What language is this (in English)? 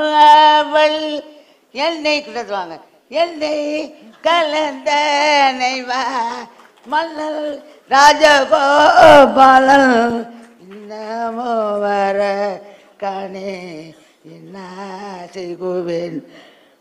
Tamil